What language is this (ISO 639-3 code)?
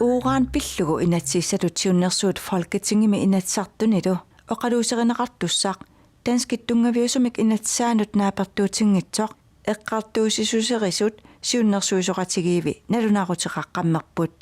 kal